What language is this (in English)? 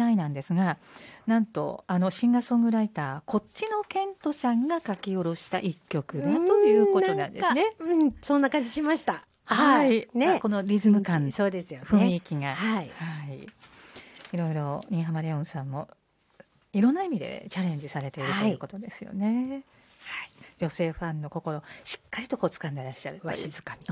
Japanese